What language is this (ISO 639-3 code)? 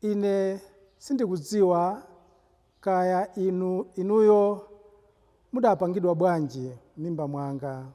nya